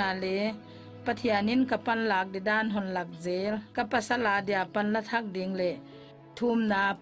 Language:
Paite Chin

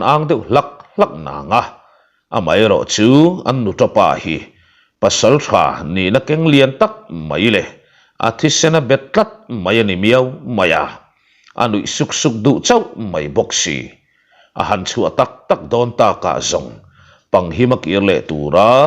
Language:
Mizo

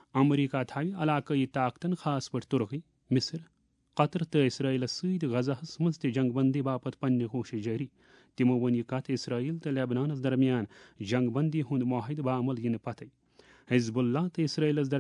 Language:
Kashmiri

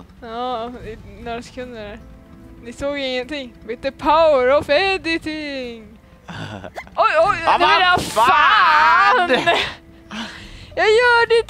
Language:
Swedish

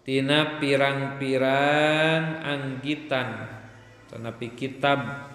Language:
Sundanese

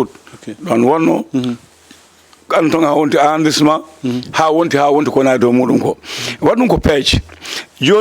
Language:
Fula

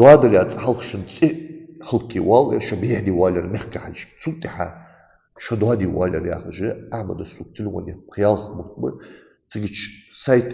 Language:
Ingush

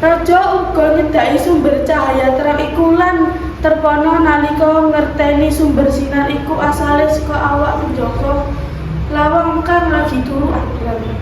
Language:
Javanese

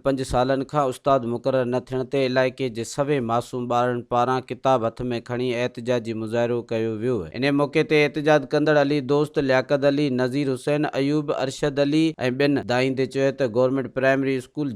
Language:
Sindhi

